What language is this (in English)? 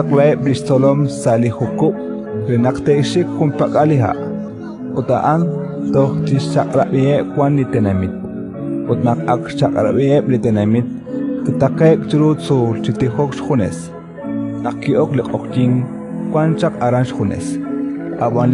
Kekchí